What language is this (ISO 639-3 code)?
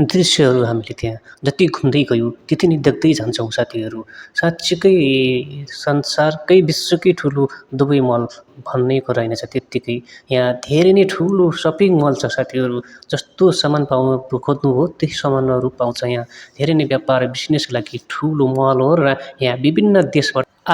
nep